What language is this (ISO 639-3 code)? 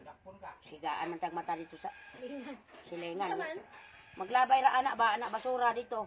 ceb